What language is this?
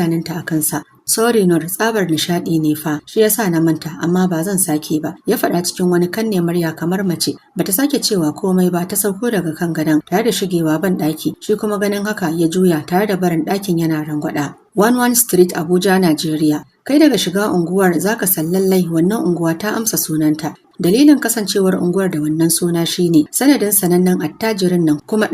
Hausa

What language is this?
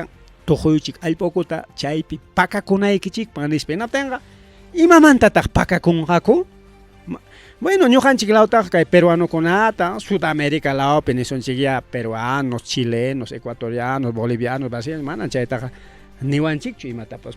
Ayacucho Quechua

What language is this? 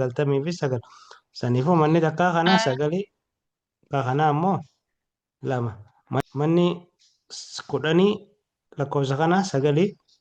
Oromo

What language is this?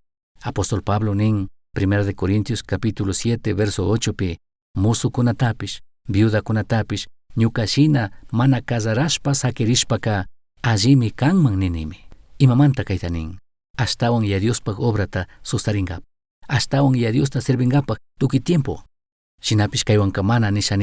Chimborazo Highland Quichua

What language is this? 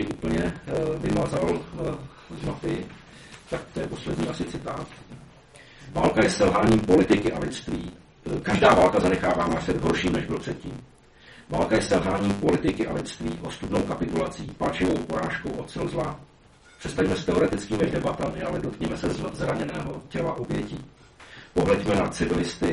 Czech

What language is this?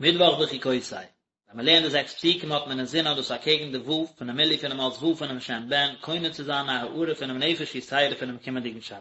Yiddish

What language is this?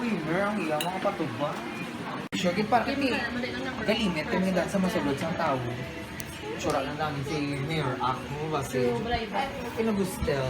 Hiligaynon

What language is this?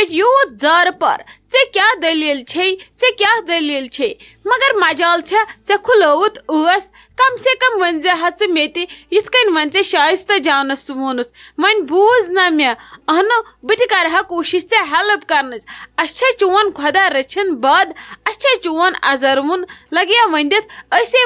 Kashmiri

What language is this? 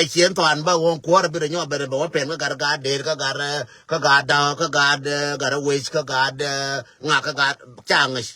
Nuer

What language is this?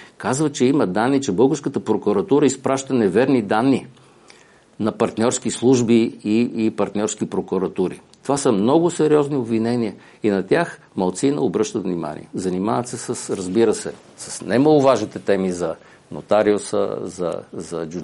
Bulgarian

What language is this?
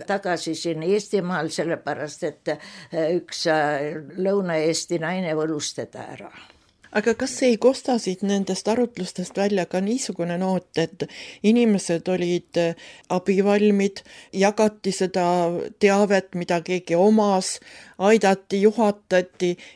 Estonian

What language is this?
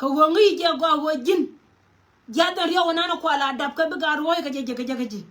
Nuer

